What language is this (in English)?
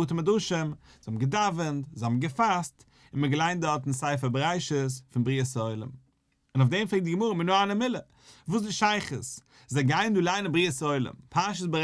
Yiddish